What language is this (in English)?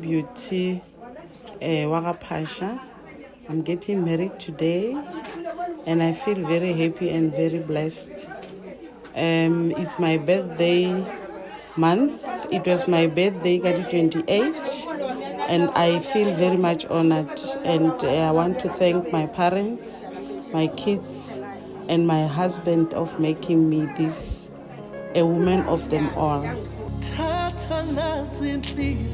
Northern Sotho